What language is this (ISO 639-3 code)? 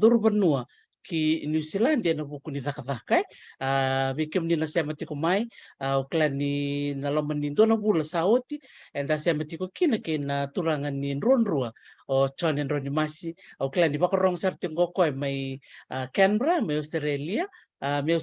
fij